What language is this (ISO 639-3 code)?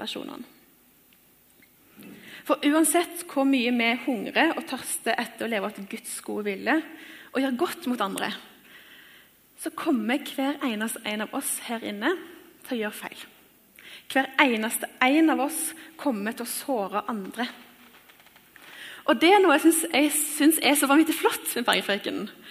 nor